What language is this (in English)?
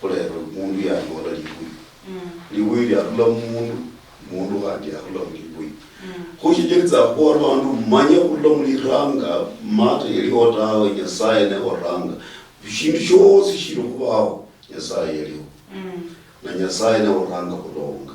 Luyia